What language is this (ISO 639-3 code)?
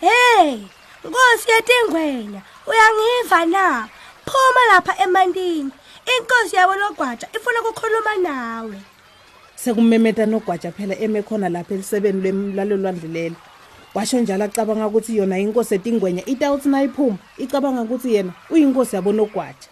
ssw